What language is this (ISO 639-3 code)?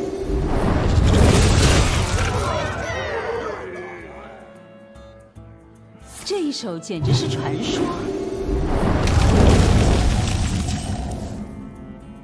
zho